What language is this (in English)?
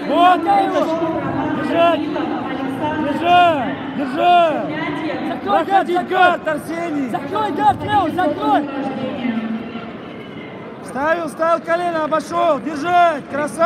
Russian